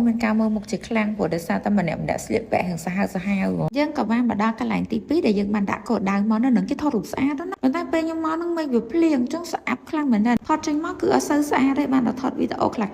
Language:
Khmer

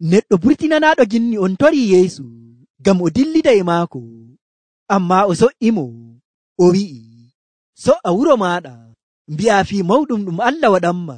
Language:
Nigerian Fulfulde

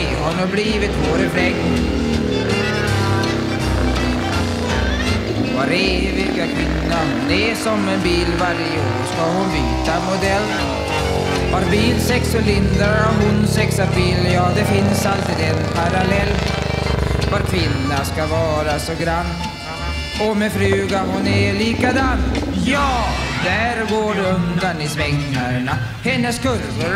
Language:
Swedish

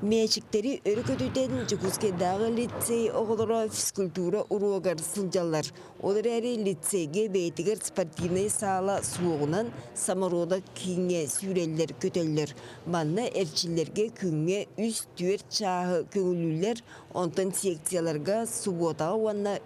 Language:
Yakut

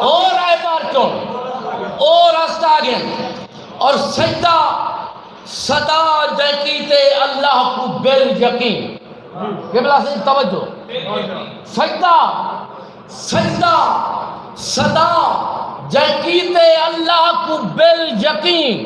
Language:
Saraiki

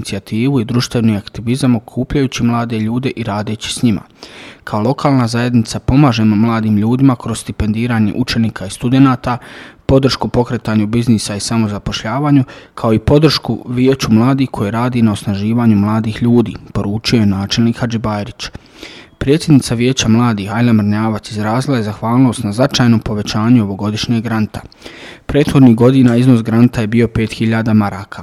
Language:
Bosnian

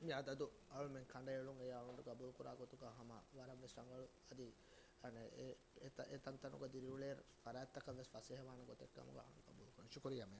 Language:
Divehi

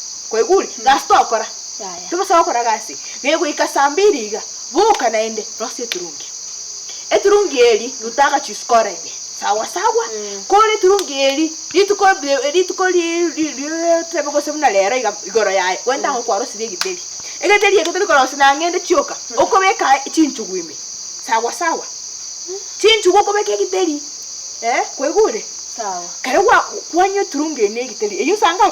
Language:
Gusii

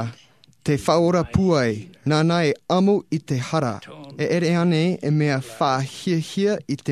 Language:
Tahitian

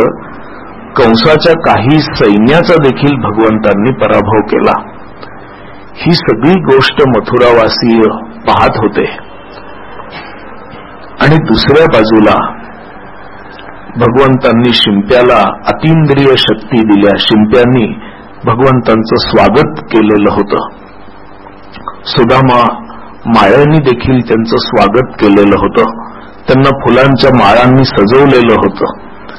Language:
Marathi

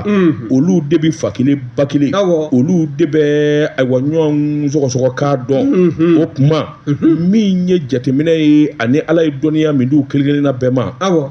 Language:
Bambara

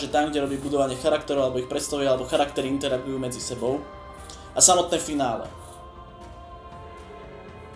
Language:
Slovak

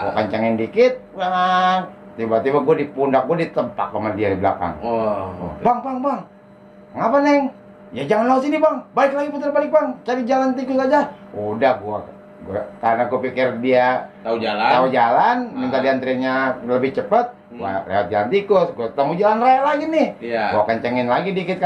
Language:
Betawi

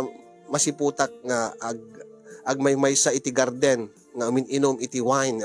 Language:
Iloko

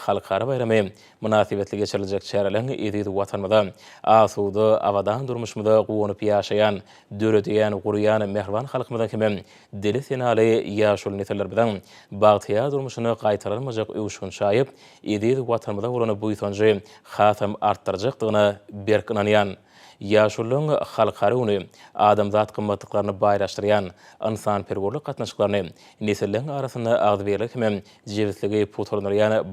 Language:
Turkmen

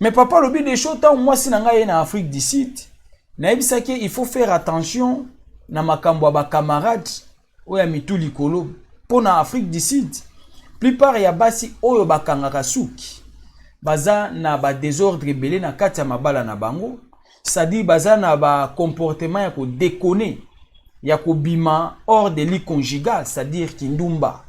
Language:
Lingala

